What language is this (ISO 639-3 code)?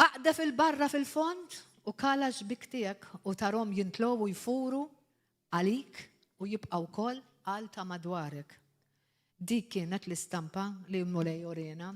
mlt